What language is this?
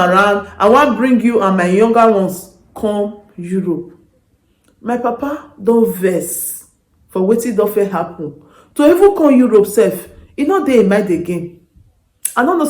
Nigerian Pidgin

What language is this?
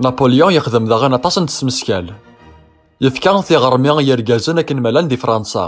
Kabyle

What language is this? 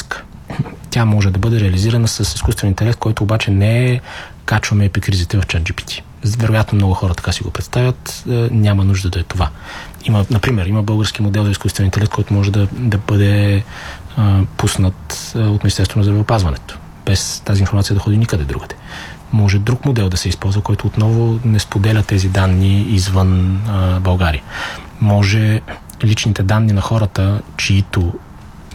Bulgarian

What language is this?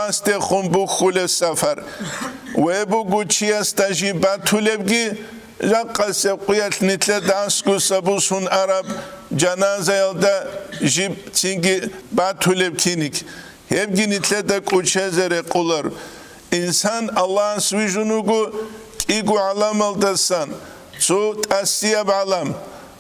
Avaric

